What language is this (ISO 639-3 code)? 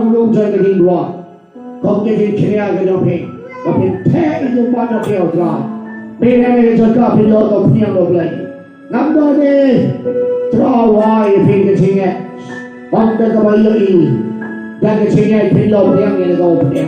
kha